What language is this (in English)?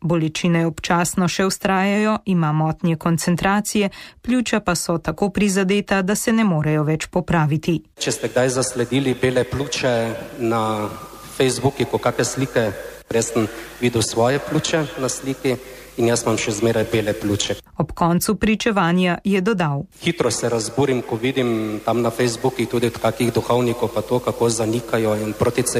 Slovenian